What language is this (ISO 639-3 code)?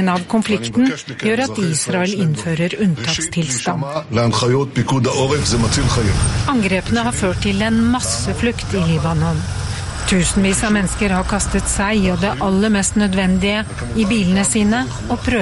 nor